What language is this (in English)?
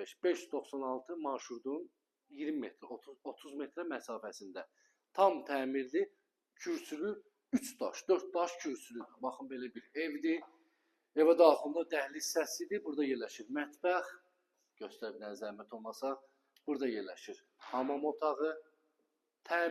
Azerbaijani